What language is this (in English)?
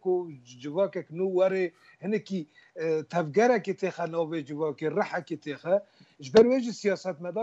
Kurdish